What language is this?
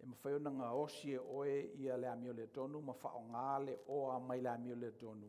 Samoan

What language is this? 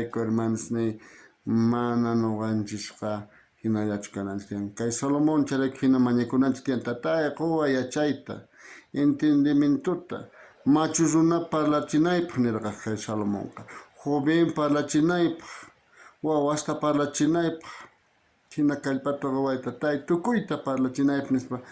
South Bolivian Quechua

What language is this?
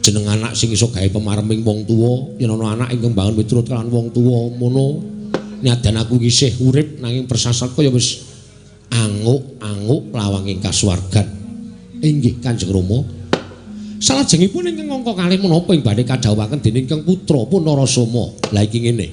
Javanese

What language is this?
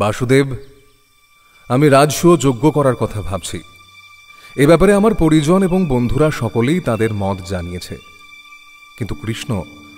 Bangla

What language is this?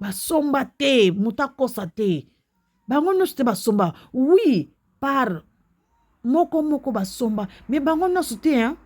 Lingala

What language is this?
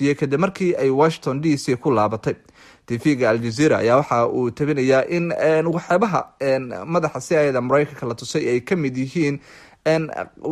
Somali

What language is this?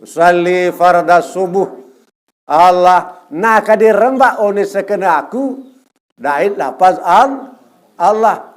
Sasak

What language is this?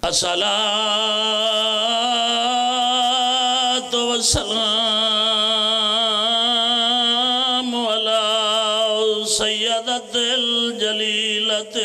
Pahari-Potwari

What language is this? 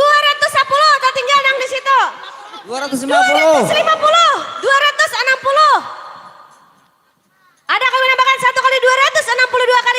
Banjar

